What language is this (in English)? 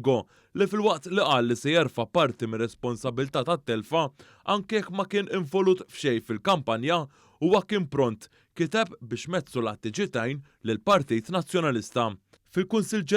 Maltese